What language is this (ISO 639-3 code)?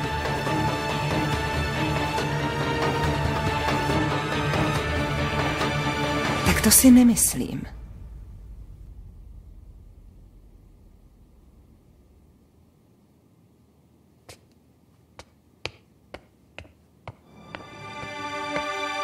ces